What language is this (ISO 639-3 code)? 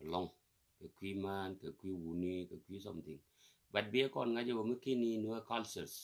nus